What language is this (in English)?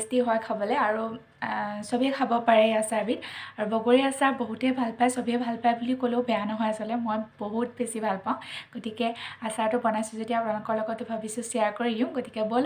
Assamese